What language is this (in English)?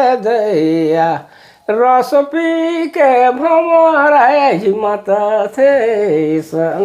Sadri